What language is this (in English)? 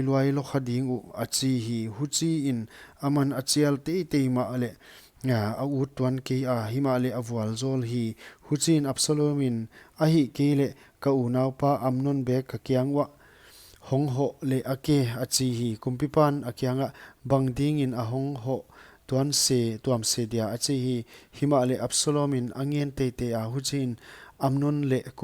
Paite Chin